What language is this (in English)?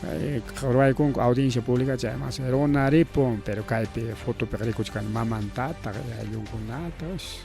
Ayacucho Quechua